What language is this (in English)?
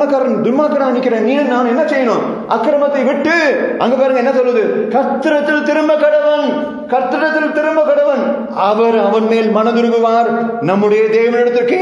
Tamil